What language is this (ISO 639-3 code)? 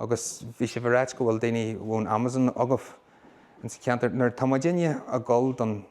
gle